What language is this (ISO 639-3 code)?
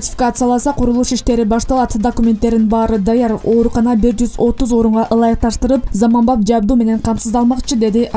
kir